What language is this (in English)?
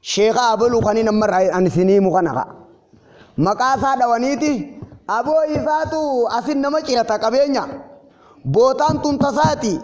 Oromo